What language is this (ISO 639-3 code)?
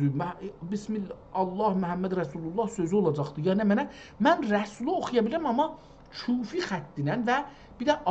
azb